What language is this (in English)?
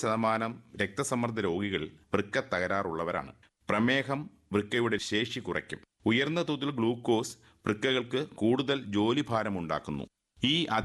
Malayalam